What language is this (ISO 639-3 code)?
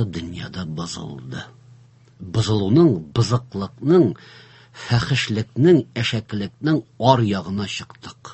tat